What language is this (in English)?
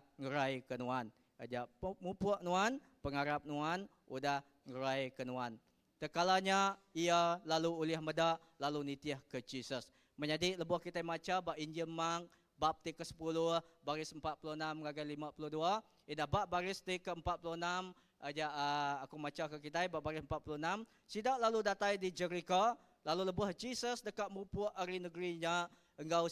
Iban